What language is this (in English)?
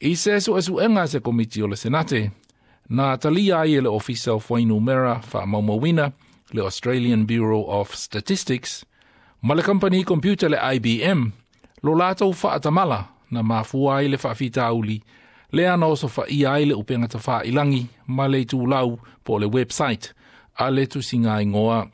Samoan